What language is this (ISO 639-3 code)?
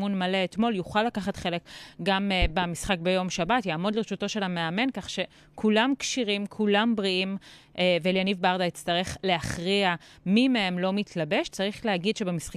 heb